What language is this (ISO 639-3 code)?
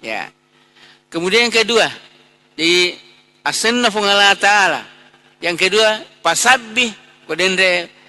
bug